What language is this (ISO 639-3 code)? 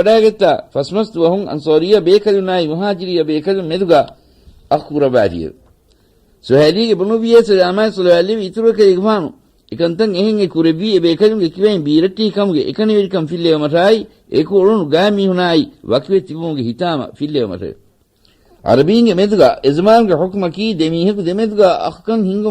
div